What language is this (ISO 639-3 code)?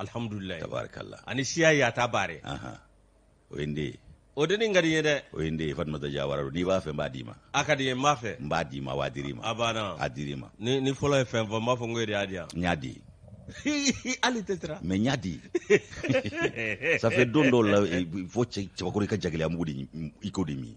bam